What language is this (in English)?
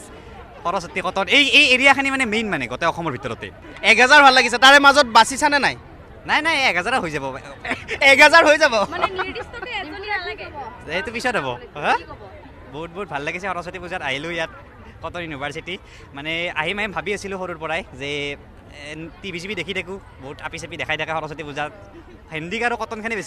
Assamese